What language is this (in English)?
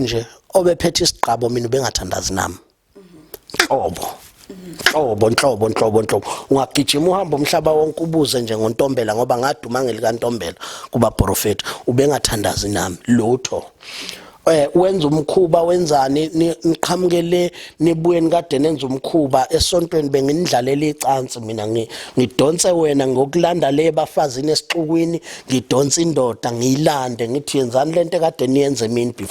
Zulu